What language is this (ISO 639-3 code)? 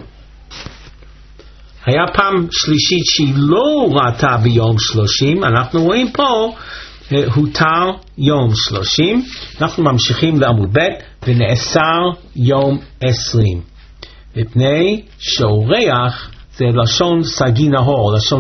heb